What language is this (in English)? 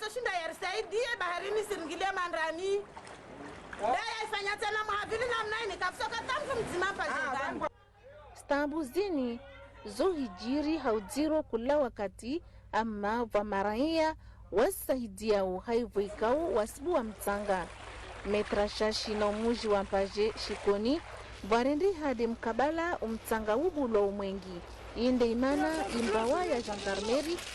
Ngazidja Comorian